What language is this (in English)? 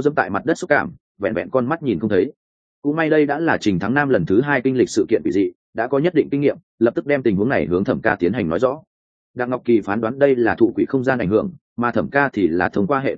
Vietnamese